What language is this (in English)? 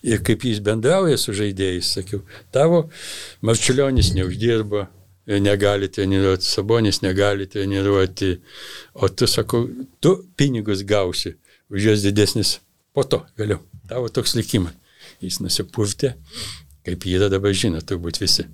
Lithuanian